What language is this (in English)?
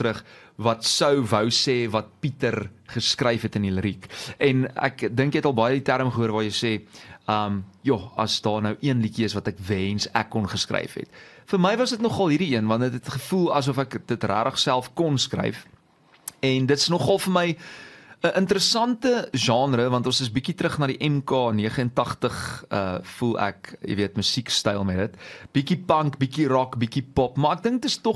Afrikaans